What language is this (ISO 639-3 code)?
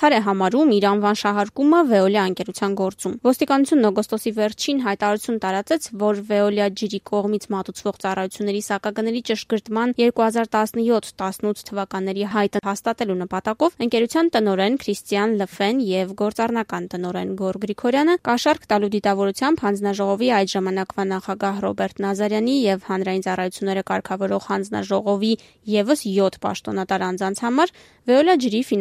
hye